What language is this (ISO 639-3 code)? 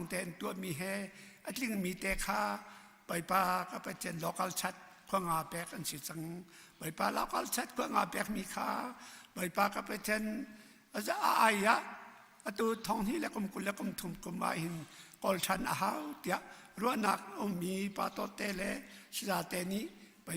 cnh